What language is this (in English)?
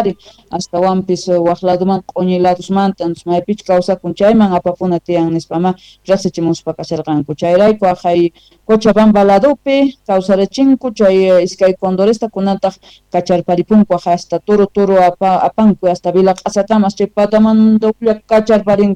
South Bolivian Quechua